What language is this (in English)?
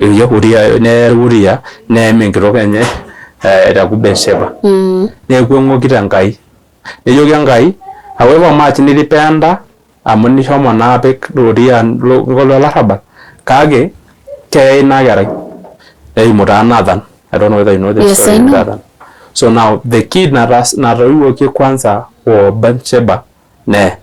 Masai